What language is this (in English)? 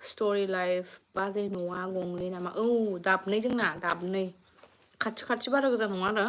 Bodo